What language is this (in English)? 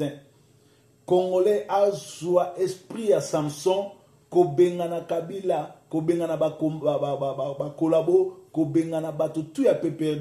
Lingala